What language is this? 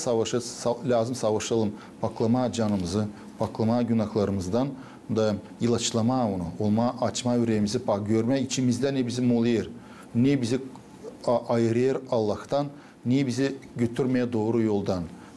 Gagauz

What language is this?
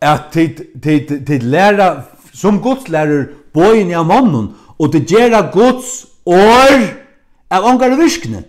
Faroese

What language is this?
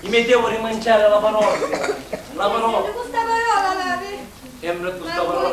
Sicilian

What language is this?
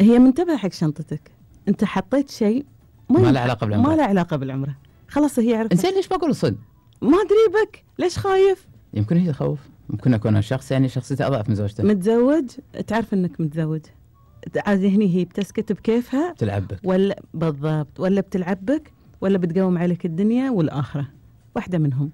Gulf Arabic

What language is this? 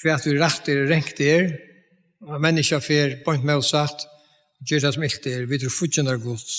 Faroese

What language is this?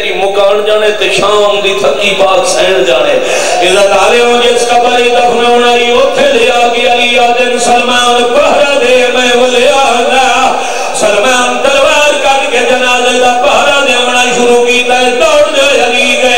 Saraiki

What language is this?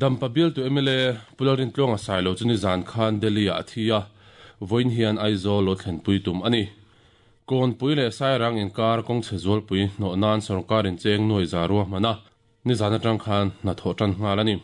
Mizo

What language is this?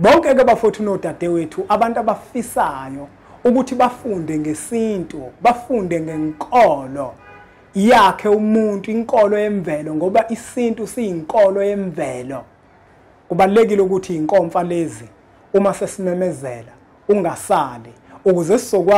Zulu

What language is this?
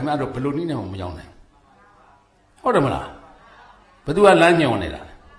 Burmese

